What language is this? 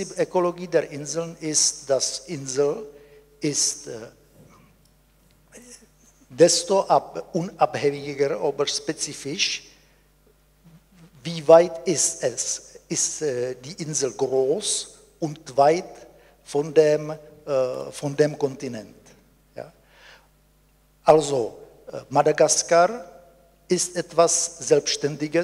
German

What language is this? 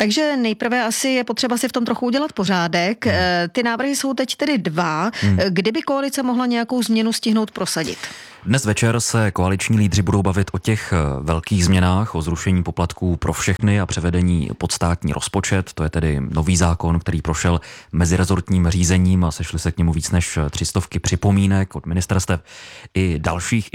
Czech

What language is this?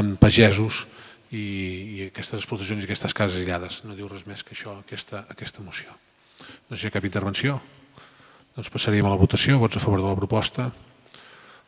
Catalan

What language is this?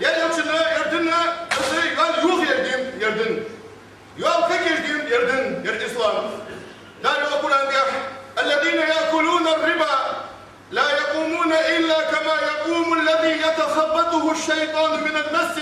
Ingush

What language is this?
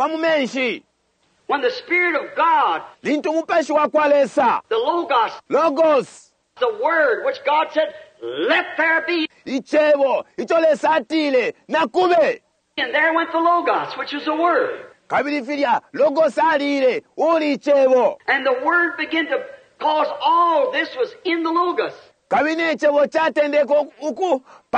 Bemba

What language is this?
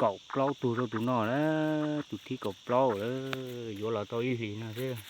Hmong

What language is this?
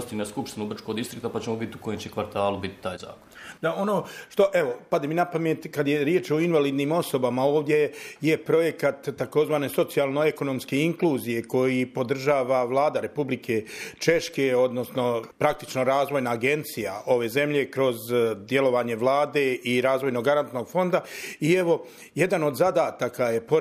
Bosnian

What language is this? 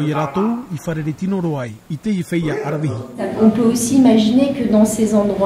Tahitian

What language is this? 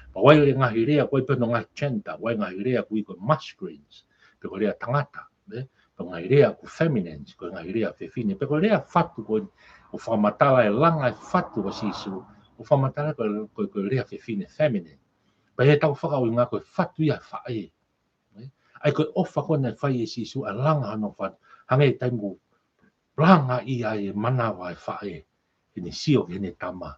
Tongan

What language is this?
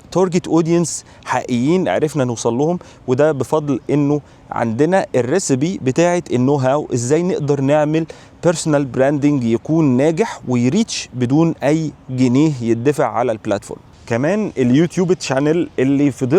Egyptian Arabic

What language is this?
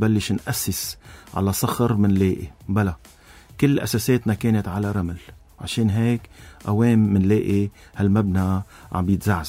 North Levantine Arabic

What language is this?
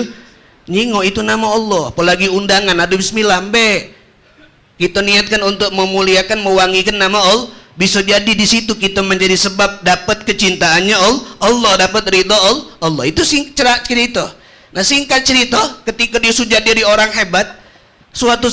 Musi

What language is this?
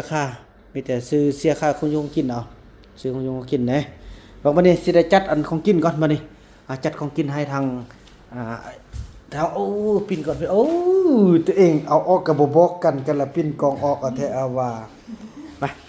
Northeastern Thai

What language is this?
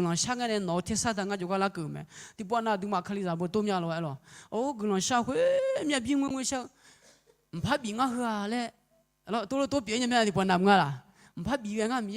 Akha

